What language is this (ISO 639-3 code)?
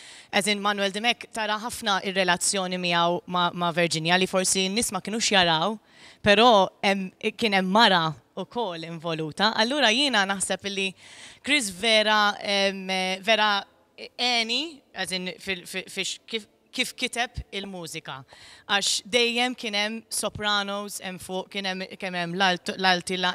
mlt